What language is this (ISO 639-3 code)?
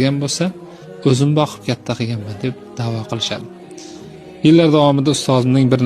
uzb